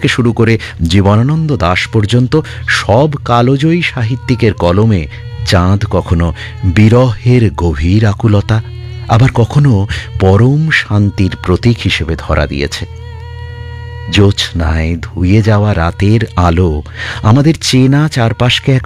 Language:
Bangla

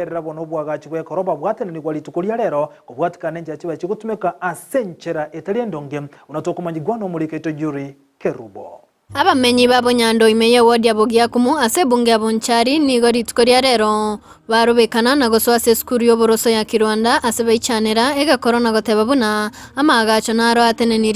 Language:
Gusii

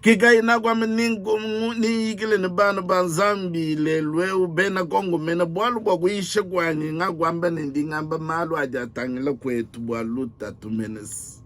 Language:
Luba-Lulua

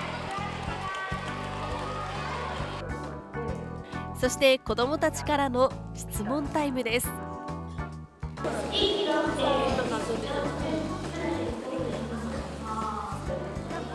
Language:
Japanese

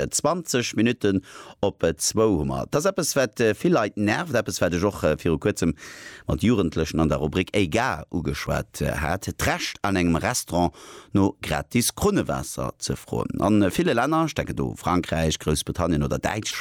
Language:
Luxembourgish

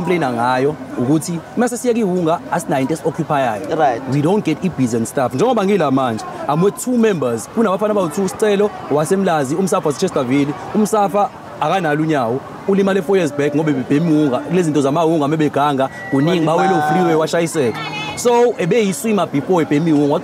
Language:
Zulu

